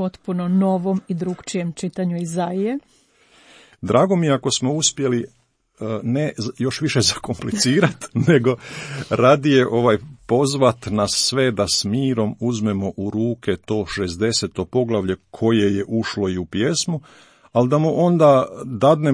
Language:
Croatian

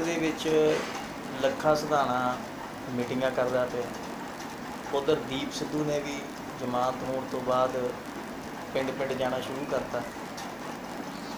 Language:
Punjabi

